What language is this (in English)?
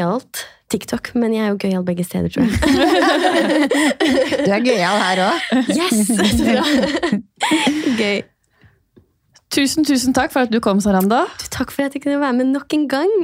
Norwegian